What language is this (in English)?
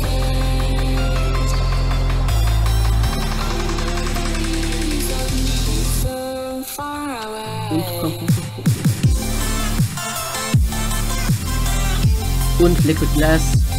German